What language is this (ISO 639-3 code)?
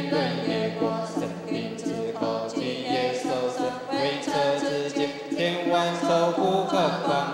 zho